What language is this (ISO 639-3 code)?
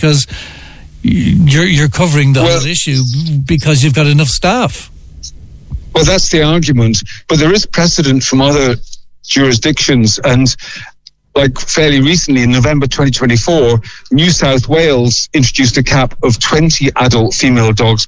eng